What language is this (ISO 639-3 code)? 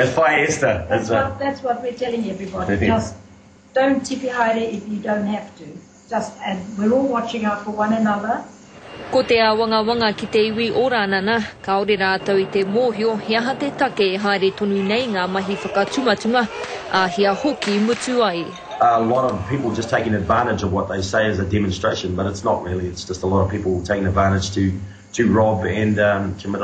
mri